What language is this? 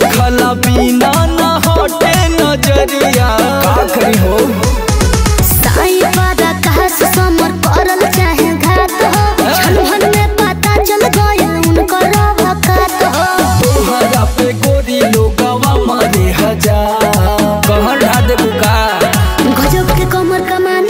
Bhojpuri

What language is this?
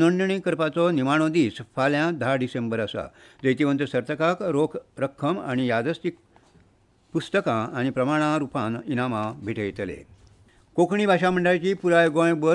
Konkani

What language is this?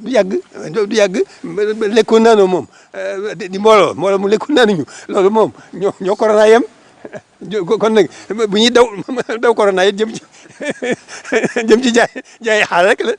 Wolof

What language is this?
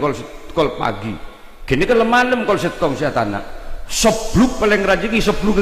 Madurese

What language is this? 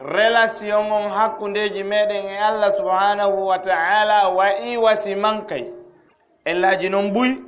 Fula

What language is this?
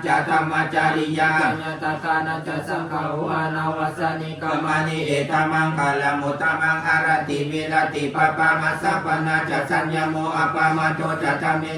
Pali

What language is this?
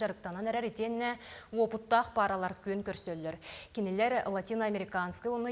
Yakut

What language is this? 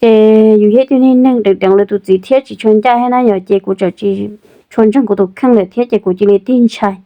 Hmong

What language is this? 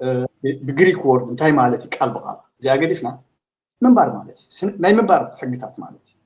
Tigrinya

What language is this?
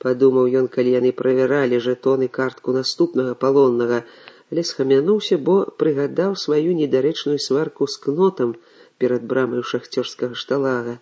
Belarusian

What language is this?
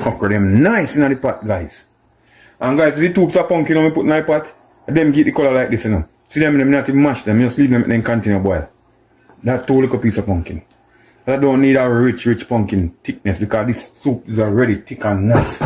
Jamaican Creole English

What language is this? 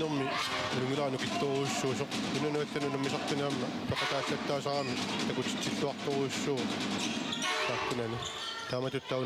Kalaallisut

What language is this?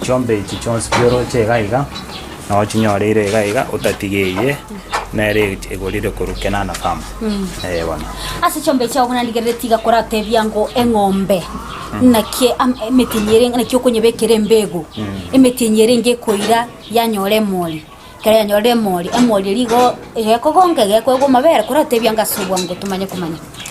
Gusii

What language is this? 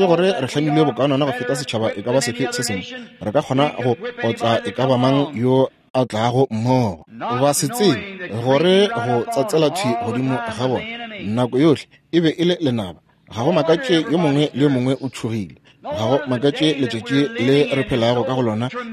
Northern Sotho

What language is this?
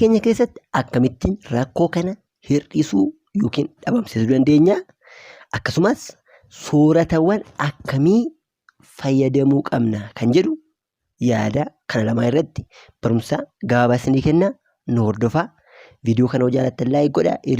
Oromo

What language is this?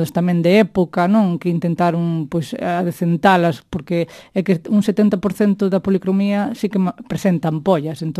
Galician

